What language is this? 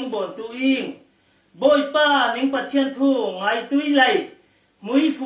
Falam Chin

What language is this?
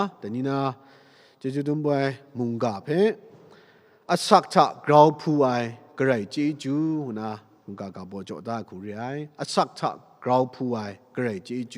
Kachin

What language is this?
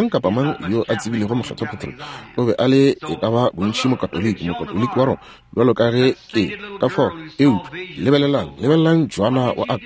Northern Sotho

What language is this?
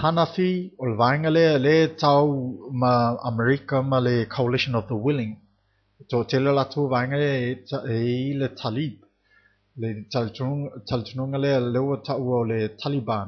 Samoan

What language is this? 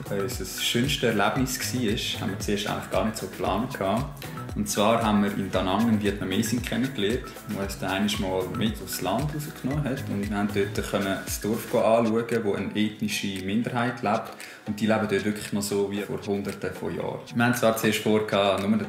Swiss German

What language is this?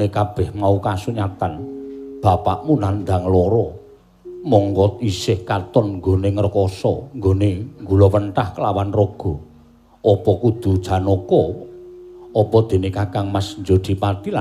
Javanese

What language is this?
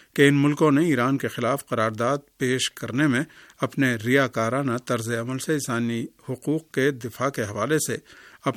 Urdu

